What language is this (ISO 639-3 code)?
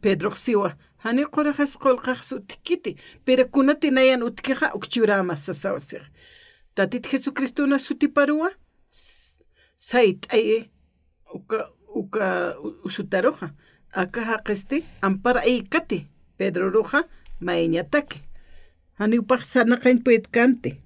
aym